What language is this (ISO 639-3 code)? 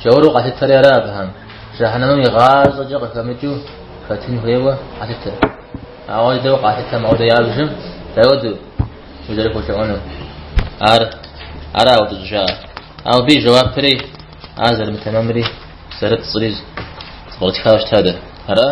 kbd